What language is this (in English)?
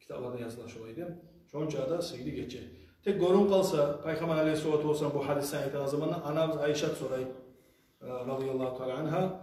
Kumyk